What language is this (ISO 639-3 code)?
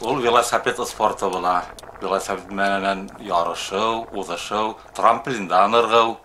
bak